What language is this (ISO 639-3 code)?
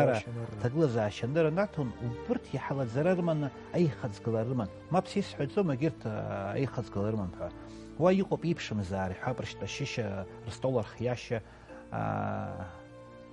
abk